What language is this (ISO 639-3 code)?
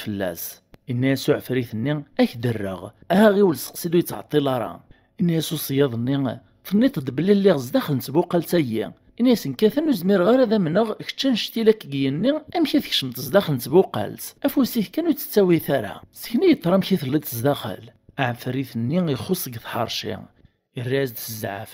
kab